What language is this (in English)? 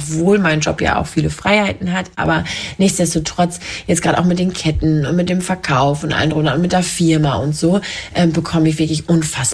German